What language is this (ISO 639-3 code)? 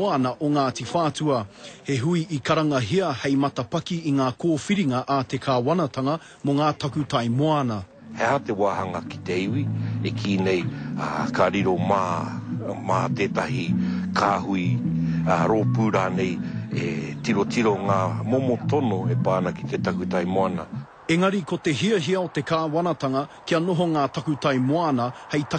mri